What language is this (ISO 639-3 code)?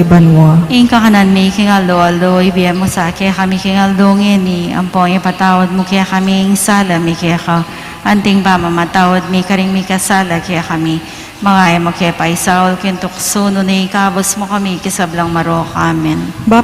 pam